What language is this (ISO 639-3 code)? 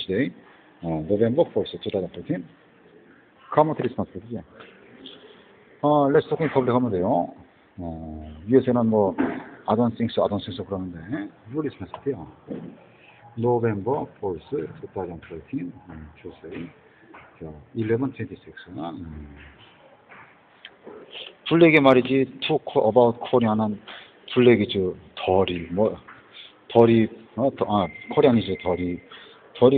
kor